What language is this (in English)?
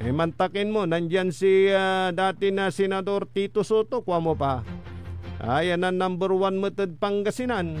Pangasinan